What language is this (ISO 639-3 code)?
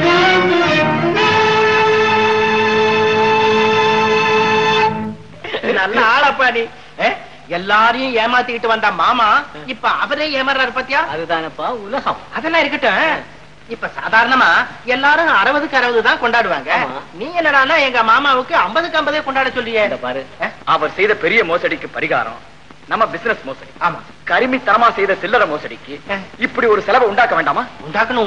tam